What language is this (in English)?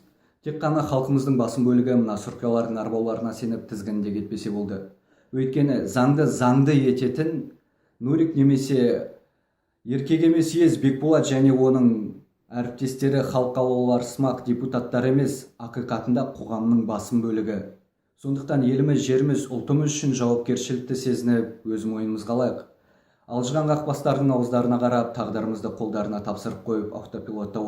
Kazakh